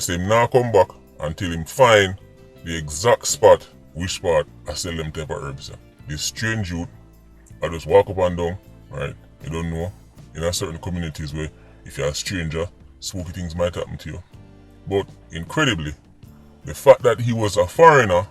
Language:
Jamaican Creole English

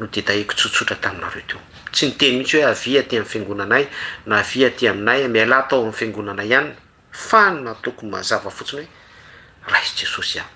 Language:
Malagasy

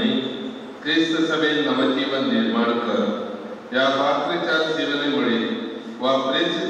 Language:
Konkani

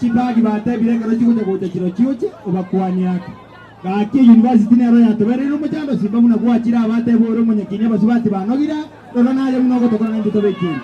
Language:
Gusii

